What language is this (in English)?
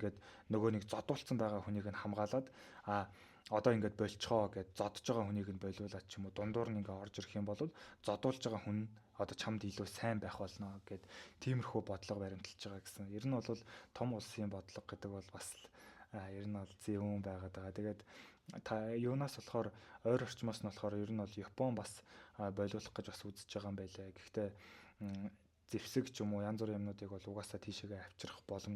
Mongolian